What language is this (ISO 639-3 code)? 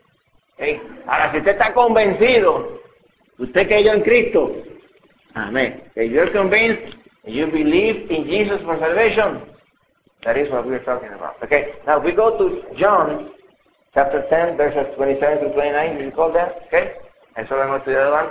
spa